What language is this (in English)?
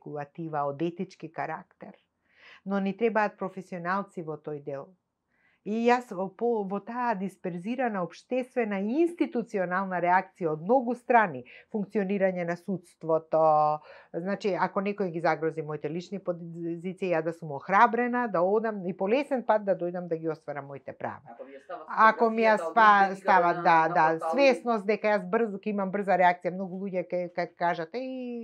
Macedonian